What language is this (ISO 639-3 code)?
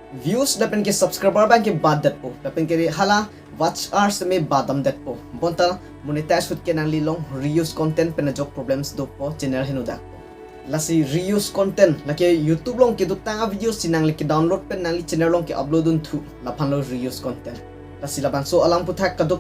mjw